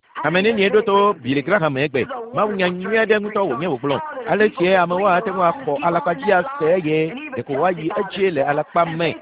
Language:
Ewe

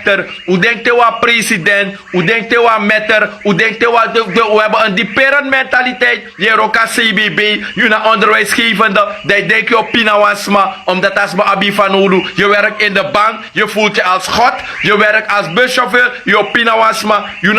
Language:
Sranan Tongo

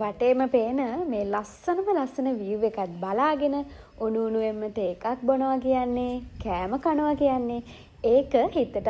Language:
Sinhala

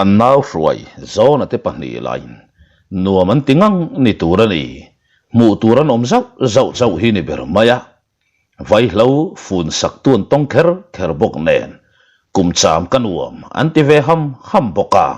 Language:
Mizo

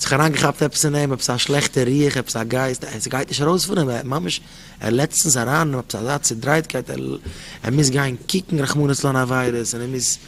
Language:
Yiddish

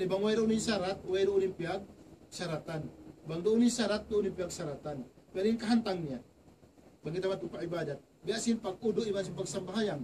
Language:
Tausug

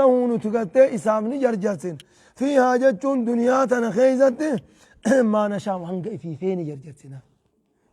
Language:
Oromo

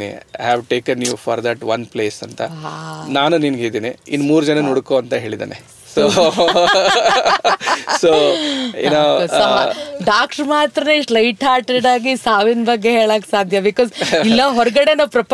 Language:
Kannada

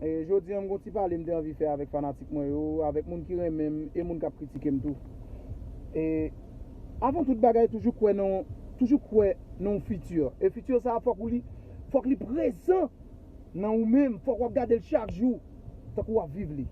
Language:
Haitian Creole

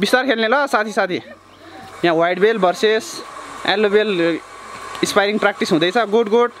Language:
Nepali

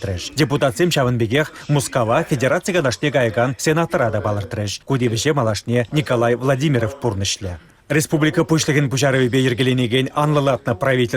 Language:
Chuvash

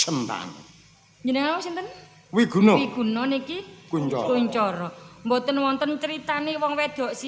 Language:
Javanese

